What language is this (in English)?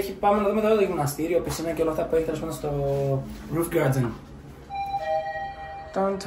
Greek